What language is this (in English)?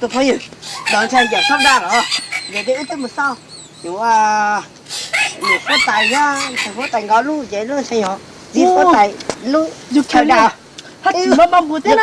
Hmong